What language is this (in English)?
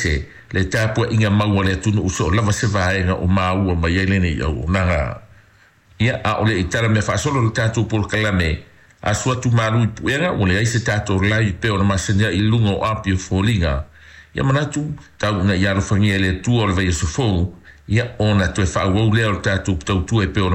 Samoan